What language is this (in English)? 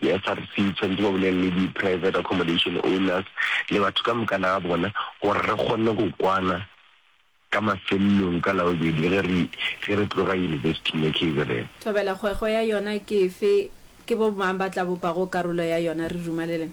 Northern Sotho